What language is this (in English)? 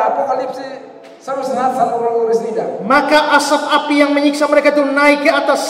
Indonesian